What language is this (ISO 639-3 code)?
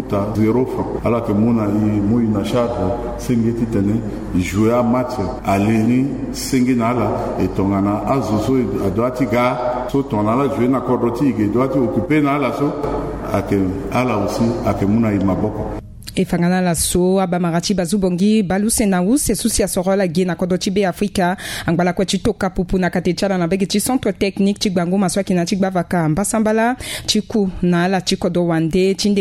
sag